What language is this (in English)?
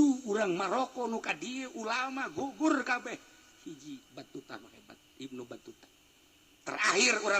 Sundanese